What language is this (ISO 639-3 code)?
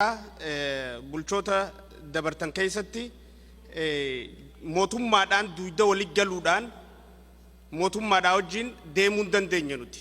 orm